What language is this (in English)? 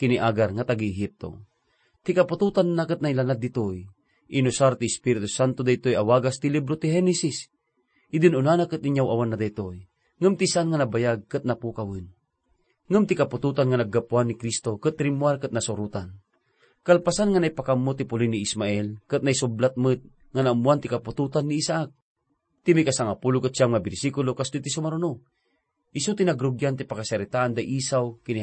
Iloko